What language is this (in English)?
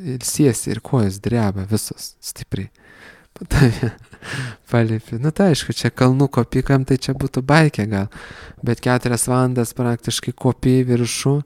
Lithuanian